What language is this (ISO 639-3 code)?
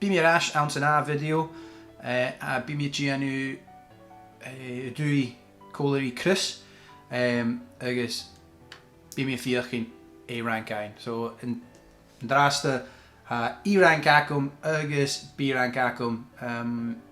gla